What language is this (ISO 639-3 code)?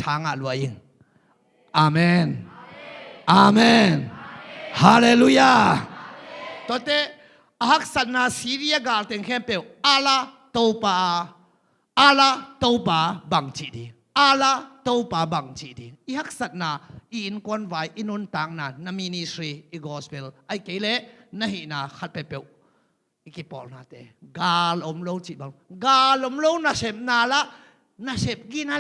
ctd